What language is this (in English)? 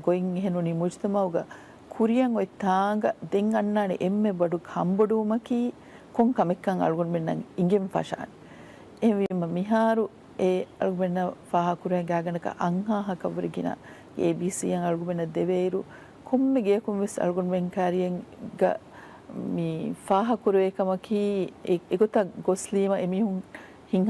Divehi